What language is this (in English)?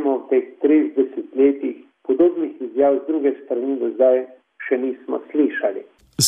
Slovenian